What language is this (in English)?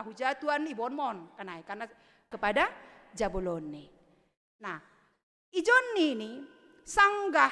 Batak Simalungun